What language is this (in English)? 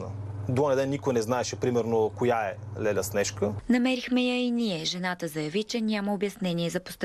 Bulgarian